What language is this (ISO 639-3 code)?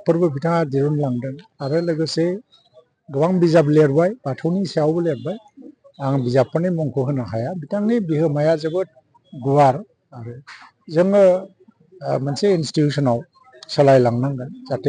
brx